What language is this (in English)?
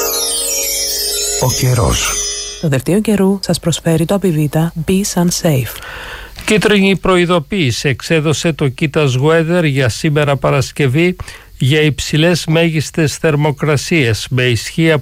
Greek